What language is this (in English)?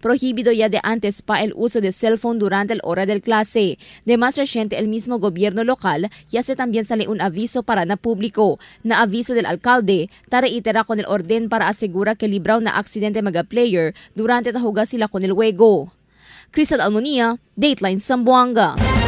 Chavacano